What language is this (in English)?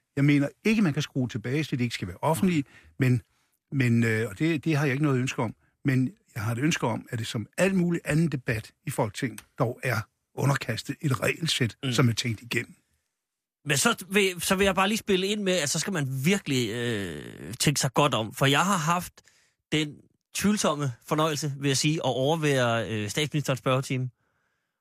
Danish